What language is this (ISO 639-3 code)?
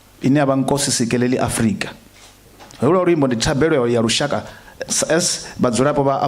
ven